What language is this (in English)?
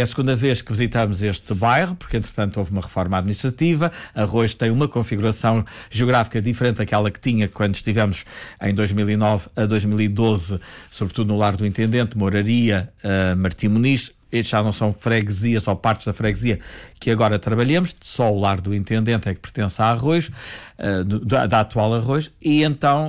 Portuguese